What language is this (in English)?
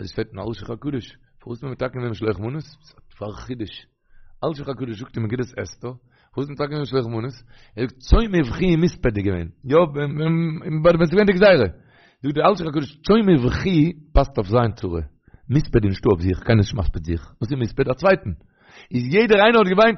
Yiddish